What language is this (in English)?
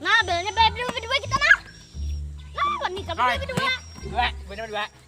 Banjar